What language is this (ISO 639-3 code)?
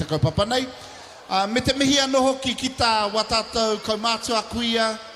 mri